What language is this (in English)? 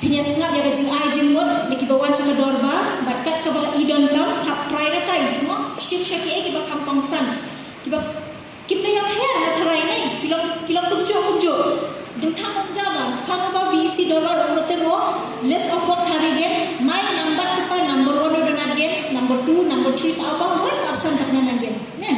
Khasi